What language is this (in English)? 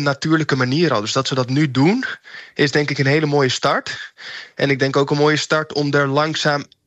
Dutch